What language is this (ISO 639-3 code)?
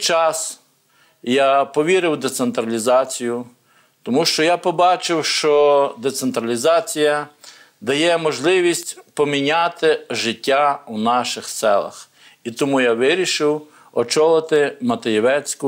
ukr